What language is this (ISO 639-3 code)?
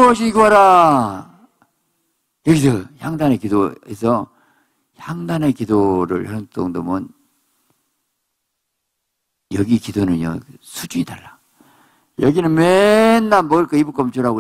kor